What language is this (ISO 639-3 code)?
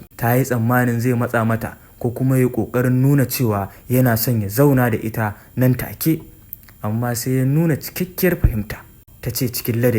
hau